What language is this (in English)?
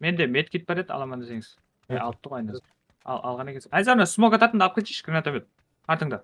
Kara-Kalpak